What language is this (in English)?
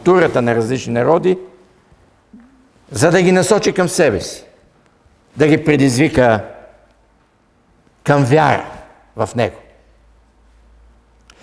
Bulgarian